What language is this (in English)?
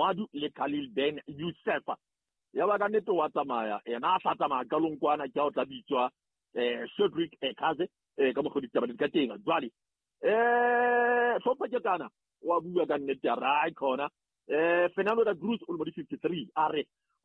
Southern Sotho